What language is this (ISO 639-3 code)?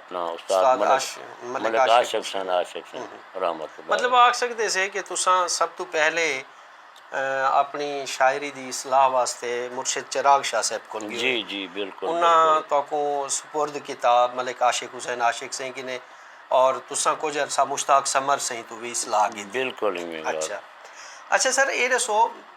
skr